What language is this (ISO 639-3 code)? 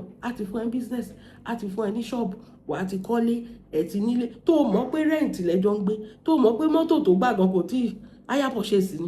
yor